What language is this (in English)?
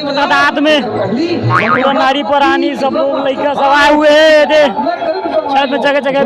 Chhattisgarhi